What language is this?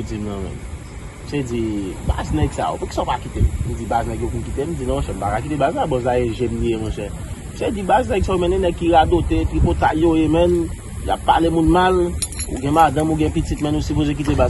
Haitian Creole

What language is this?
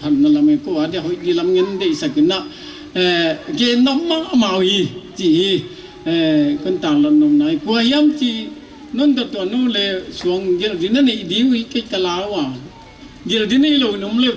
Paite Chin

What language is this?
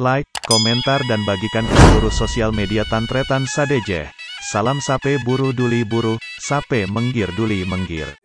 Madurese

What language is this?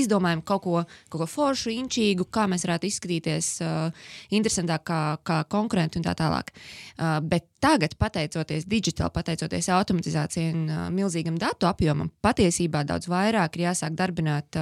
Latvian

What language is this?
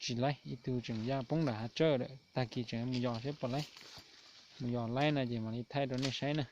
Hmong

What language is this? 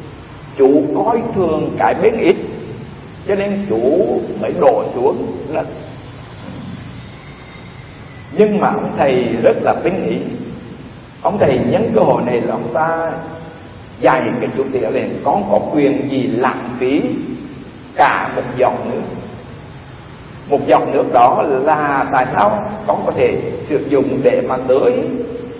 Vietnamese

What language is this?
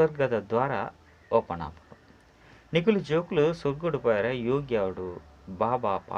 Tulu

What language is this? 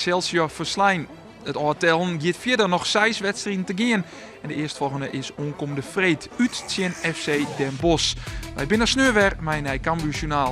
Western Frisian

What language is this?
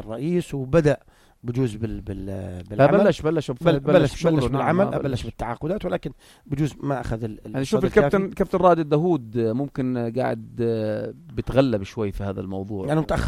North Levantine Arabic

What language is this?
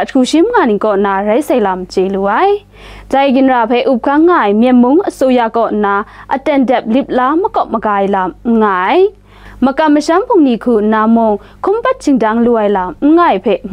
Kachin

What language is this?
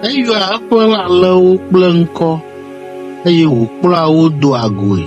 Ewe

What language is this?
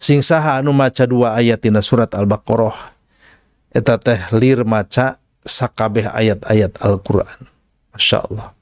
Sundanese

